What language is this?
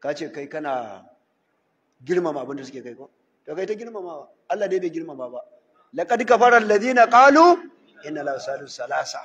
Hausa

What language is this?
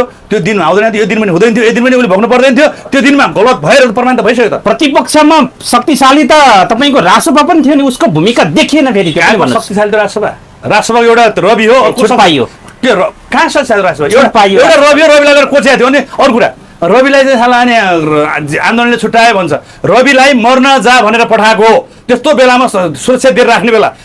Nepali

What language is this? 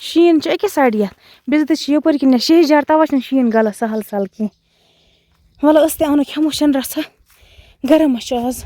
Kashmiri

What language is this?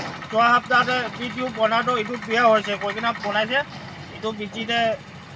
Naga Pidgin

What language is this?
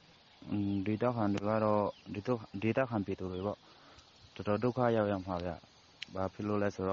Burmese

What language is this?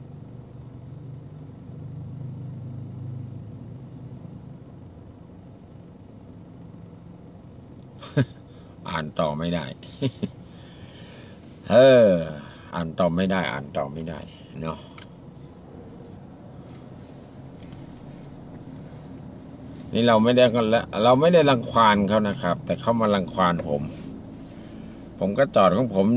Thai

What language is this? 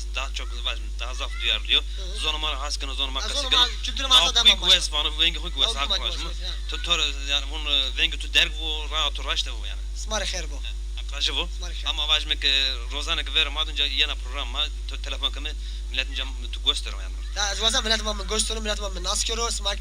Zaza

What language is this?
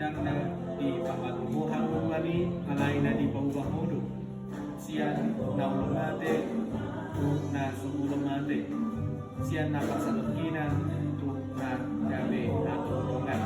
Batak Toba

